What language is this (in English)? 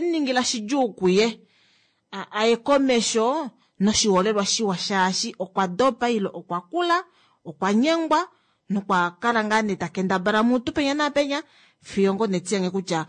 Kuanyama